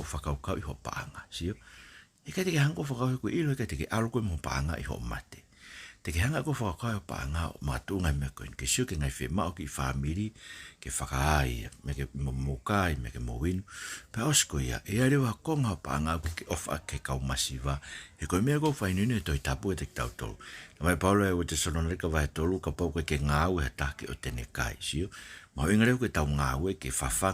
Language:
Tongan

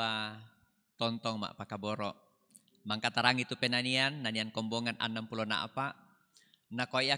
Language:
Toraja-Sa'dan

